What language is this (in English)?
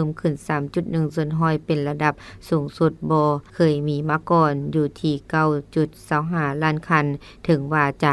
Lao